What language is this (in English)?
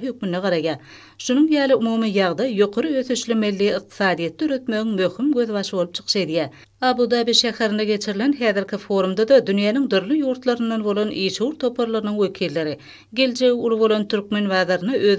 Turkmen